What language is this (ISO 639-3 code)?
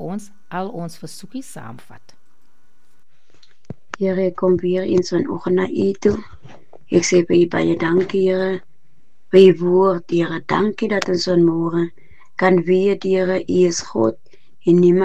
afr